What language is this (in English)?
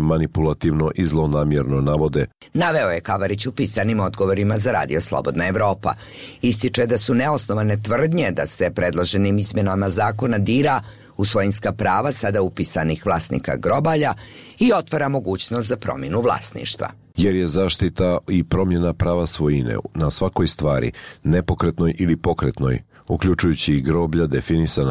Bosnian